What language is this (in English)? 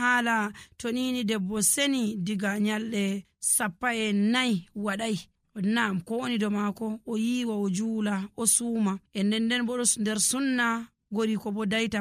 Nigerian Fulfulde